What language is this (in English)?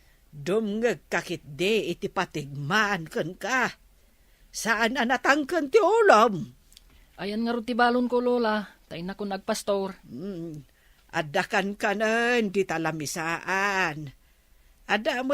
Iloko